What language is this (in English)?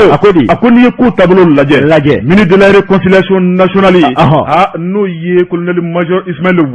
Bambara